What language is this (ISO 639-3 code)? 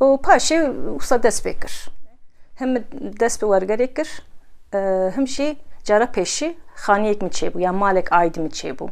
kur